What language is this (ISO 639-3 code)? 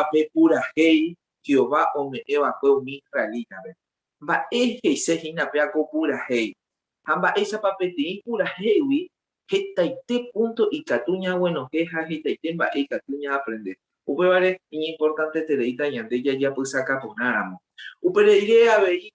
grn